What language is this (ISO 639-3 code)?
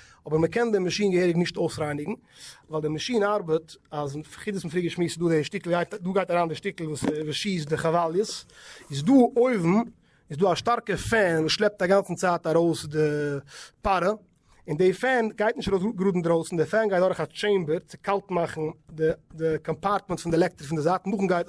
yid